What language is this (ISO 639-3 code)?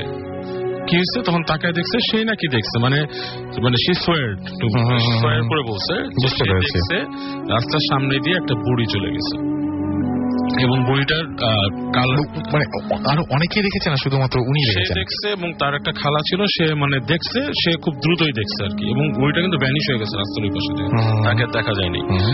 ben